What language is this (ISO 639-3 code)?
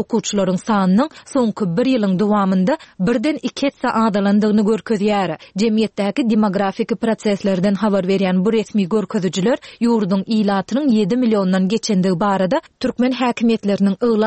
tuk